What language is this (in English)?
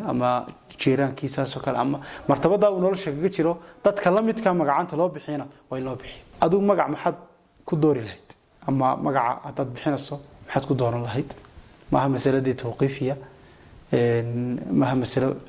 Somali